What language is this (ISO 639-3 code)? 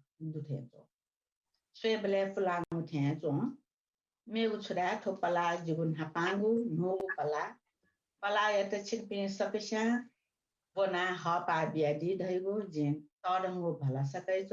new